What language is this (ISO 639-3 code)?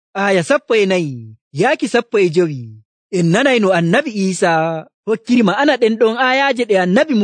fuv